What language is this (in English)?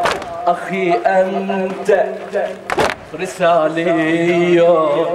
Arabic